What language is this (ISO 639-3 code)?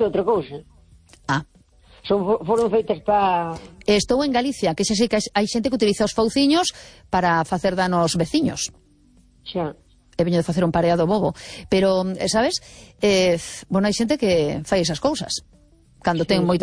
glg